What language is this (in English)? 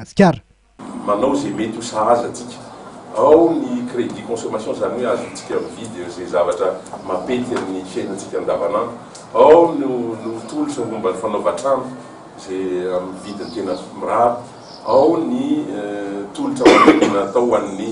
Malagasy